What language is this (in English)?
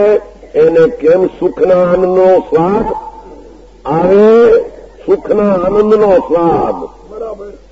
Gujarati